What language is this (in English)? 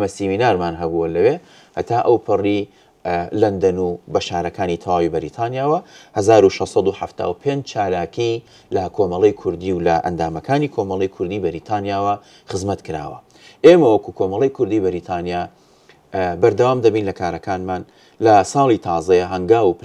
Central Kurdish